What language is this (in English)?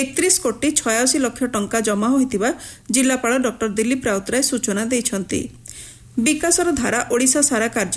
Odia